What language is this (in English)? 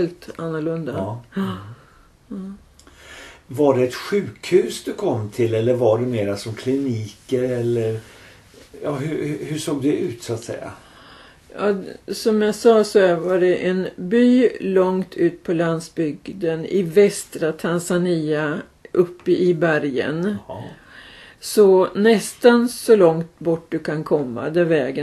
Swedish